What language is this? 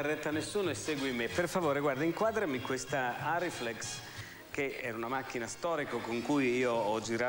Italian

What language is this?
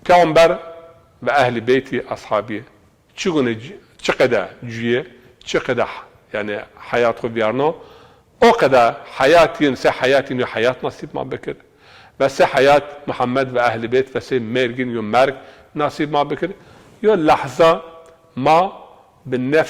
Zaza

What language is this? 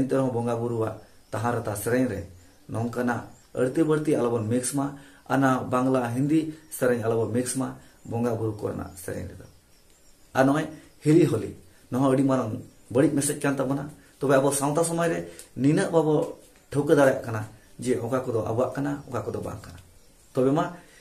Santali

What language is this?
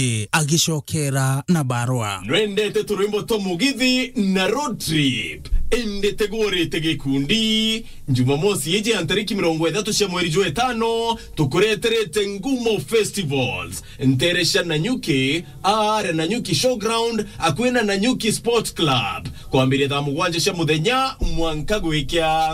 Meru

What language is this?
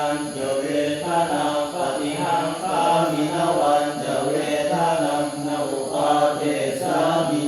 Pali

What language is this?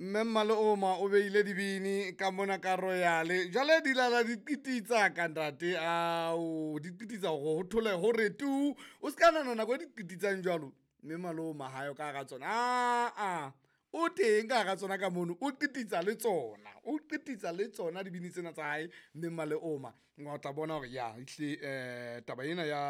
Southern Sotho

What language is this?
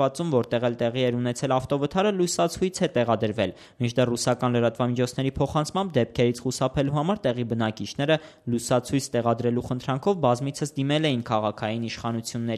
Armenian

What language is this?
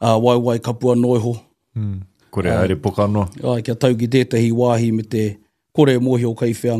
Māori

